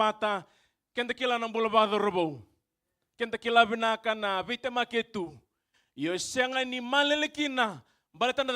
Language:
Fijian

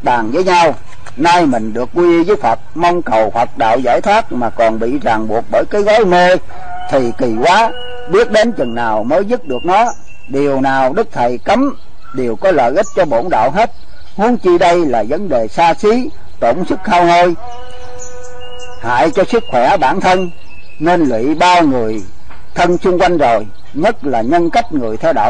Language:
Vietnamese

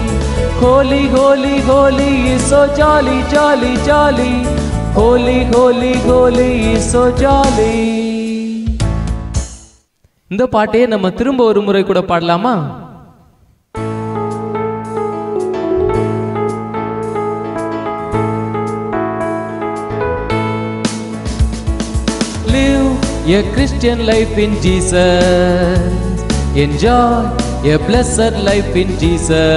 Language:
Tamil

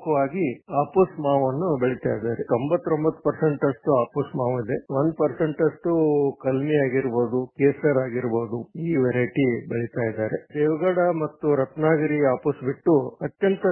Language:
Kannada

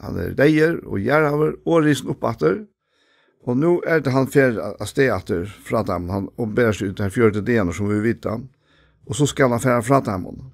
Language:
Faroese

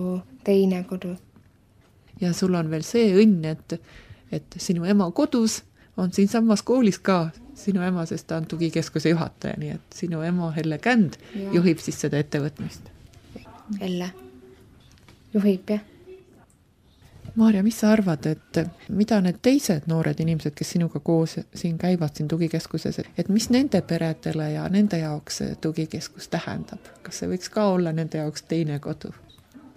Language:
Estonian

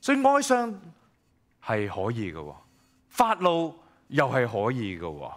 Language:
Cantonese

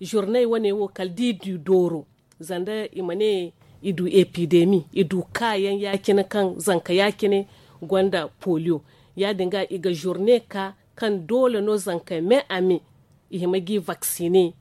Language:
Zarma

